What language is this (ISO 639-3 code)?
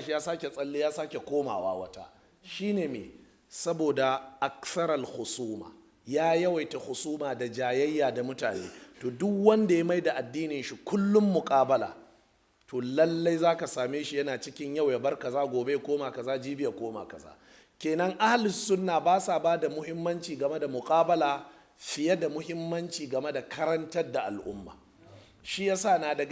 hau